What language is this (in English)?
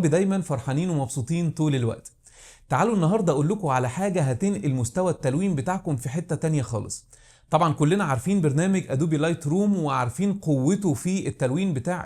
Egyptian Arabic